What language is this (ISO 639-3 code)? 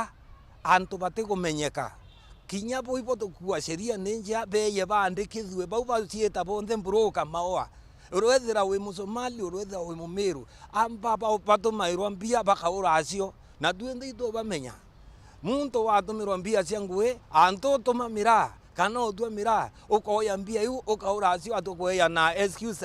mer